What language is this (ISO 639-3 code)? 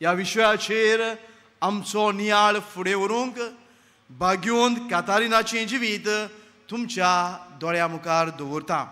kok